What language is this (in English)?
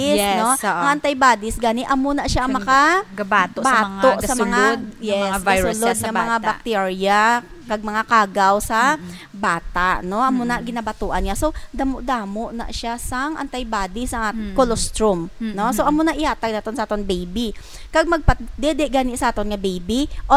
Hiligaynon